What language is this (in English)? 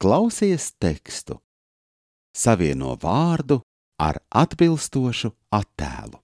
Latvian